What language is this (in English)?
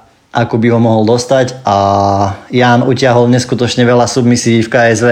Slovak